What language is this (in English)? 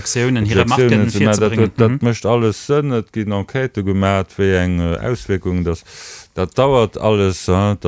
Luxembourgish